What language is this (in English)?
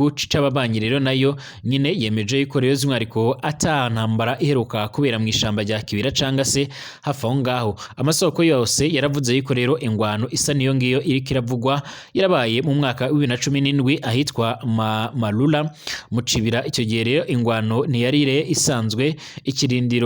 Rundi